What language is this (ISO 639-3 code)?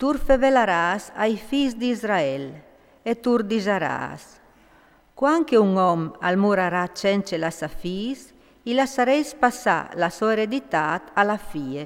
fur